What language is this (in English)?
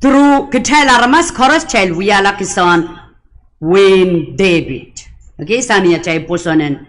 Pohnpeian